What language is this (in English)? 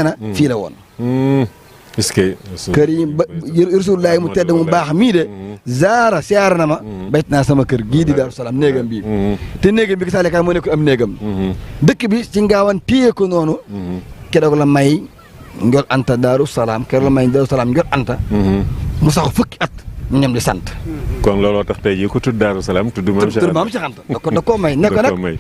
Wolof